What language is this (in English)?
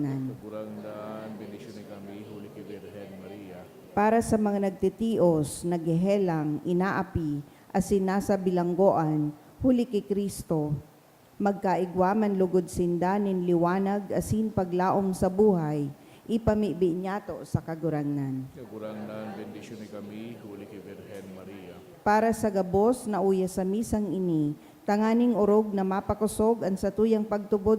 Bikol